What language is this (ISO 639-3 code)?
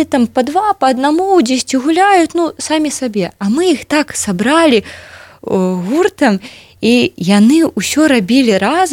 bel